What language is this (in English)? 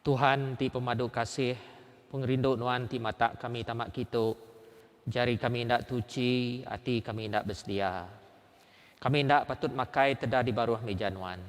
Iban